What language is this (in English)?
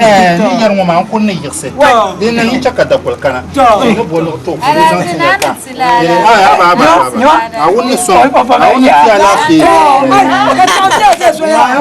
Dagbani